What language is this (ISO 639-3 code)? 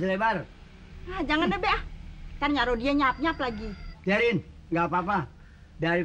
bew